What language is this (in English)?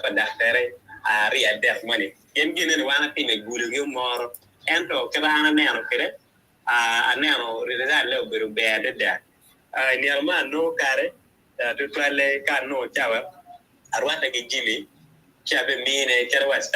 Acoli